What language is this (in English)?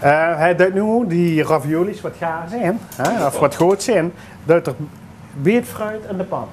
Limburgish